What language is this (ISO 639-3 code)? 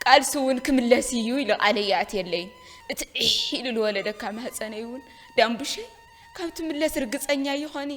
tir